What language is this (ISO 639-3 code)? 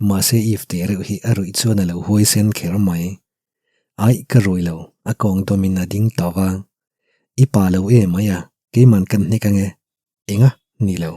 lus